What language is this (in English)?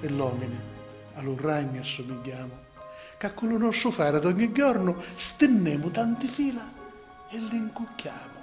Sicilian